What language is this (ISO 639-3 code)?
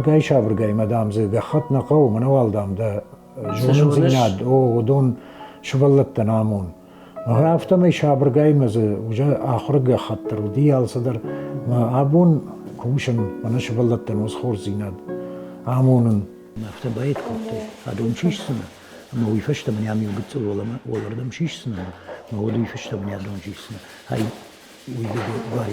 oss